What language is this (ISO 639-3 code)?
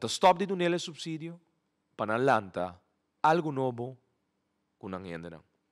pap